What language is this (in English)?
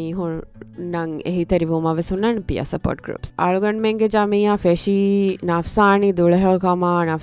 Divehi